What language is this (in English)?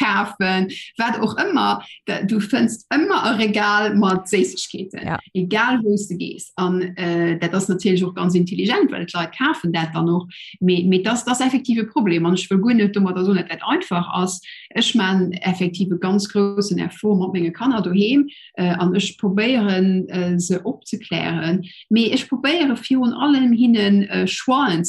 Luxembourgish